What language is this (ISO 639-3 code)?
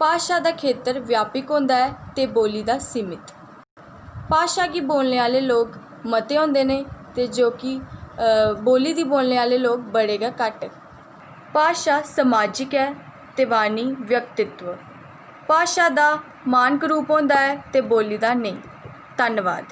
doi